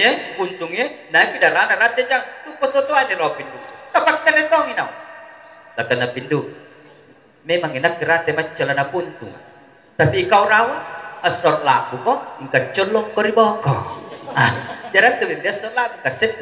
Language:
Makasar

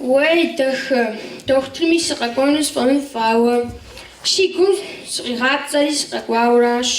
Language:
Kabardian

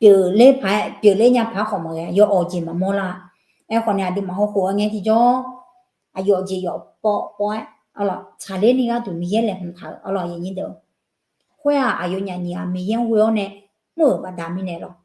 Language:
Akha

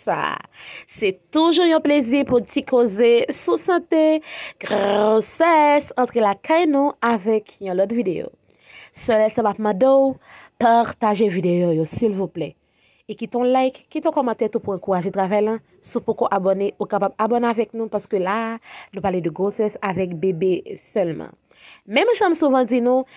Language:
Haitian Creole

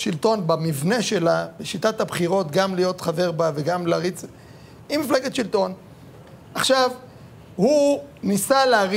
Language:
Hebrew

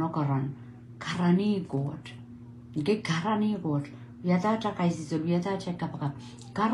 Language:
Pohnpeian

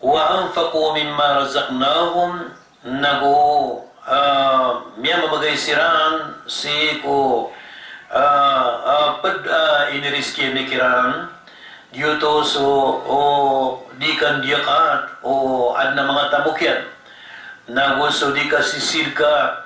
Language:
Maranao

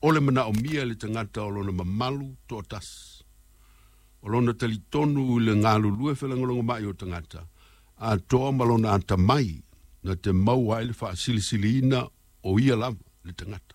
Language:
Samoan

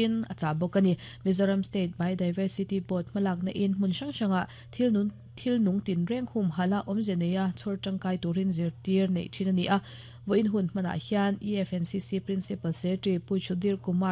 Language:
Mizo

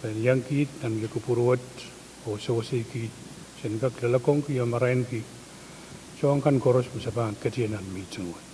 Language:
Pohnpeian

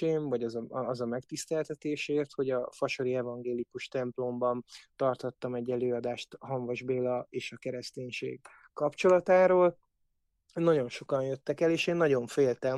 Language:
Hungarian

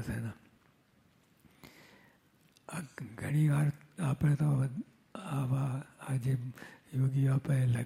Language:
Gujarati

